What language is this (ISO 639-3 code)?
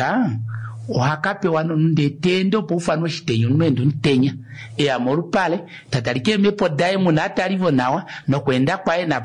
kua